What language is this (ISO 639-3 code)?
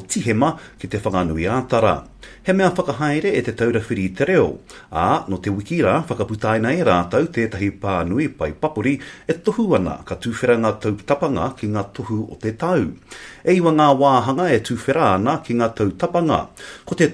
mri